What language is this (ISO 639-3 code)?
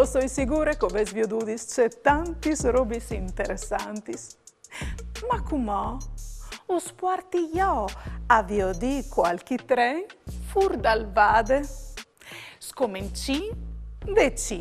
fur